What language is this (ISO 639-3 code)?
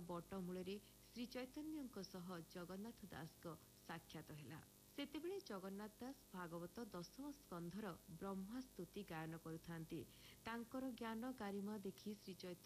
ori